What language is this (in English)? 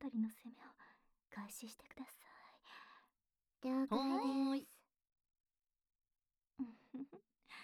Japanese